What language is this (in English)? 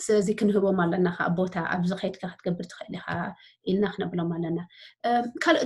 Tigrinya